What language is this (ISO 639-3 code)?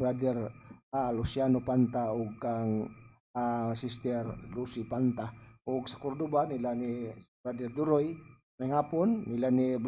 ceb